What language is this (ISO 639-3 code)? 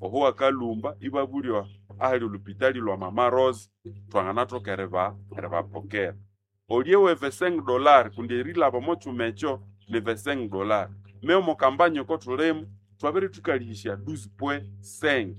nnb